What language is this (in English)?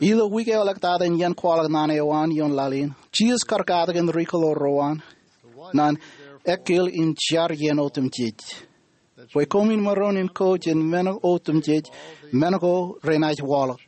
Marshallese